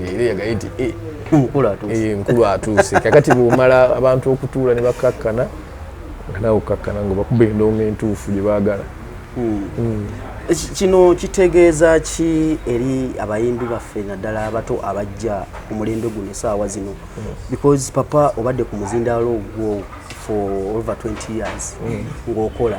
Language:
Ganda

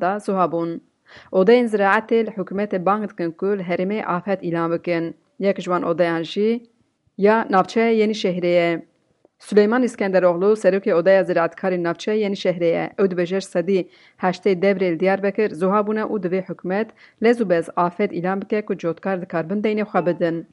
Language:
Kurdish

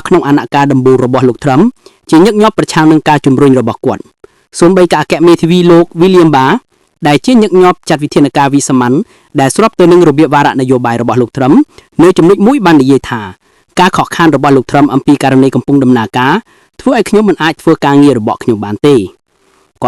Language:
Khmer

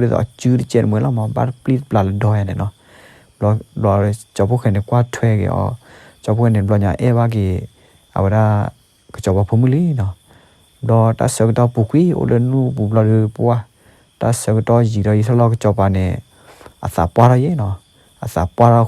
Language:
S'gaw Karen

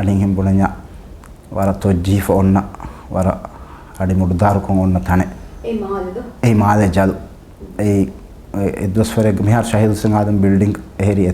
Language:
Divehi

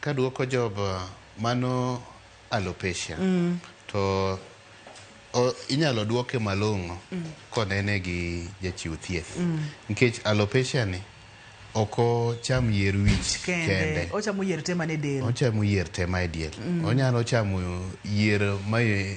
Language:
Luo (Kenya and Tanzania)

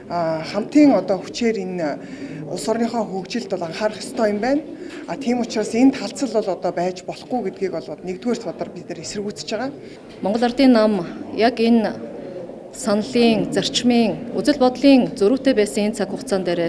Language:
Mongolian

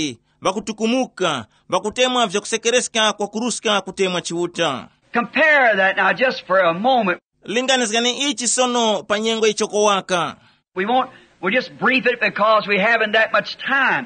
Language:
Tumbuka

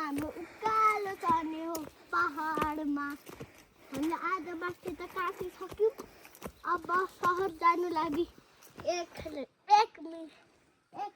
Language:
Nepali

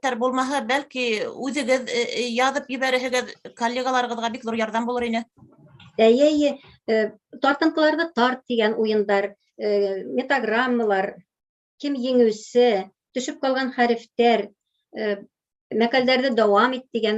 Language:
Bashkir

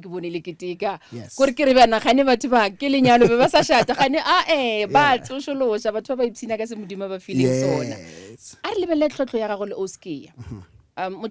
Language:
Northern Sotho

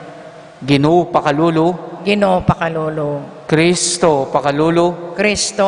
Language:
Pampanga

